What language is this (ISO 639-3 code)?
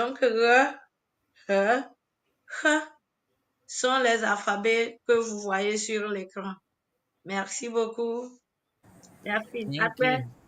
ewe